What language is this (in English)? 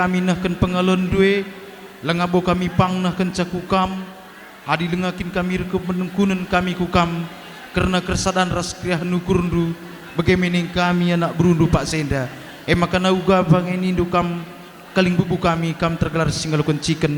Batak Karo